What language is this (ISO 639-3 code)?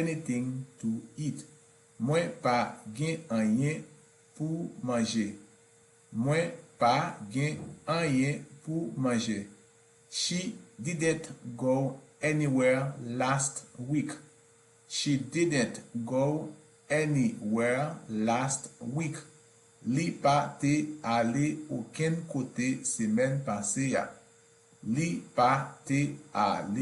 hat